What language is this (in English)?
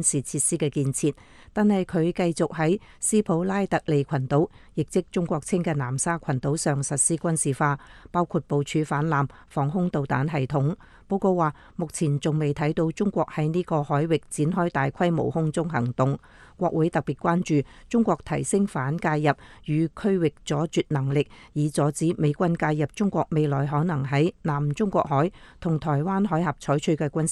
Cantonese